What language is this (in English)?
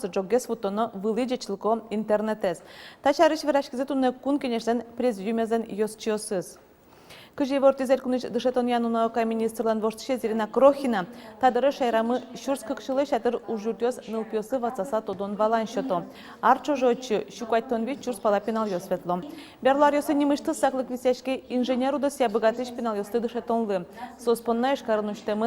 Udmurt